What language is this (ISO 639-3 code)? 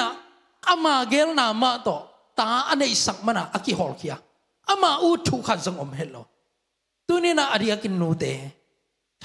ctd